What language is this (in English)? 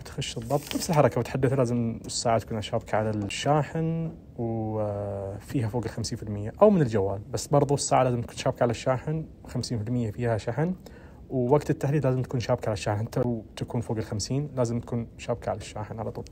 Najdi Arabic